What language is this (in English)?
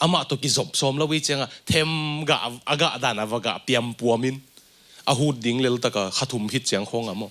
Tedim Chin